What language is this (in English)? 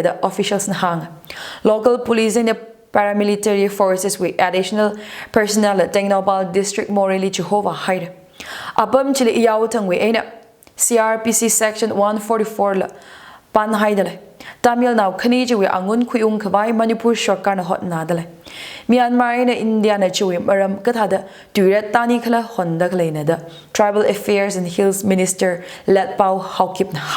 Tangkhul Naga (India)